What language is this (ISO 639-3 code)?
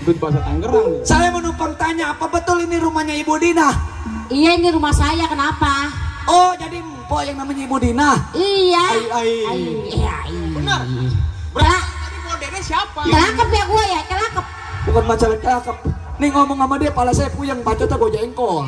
bew